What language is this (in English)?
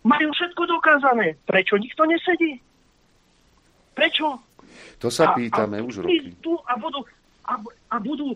Slovak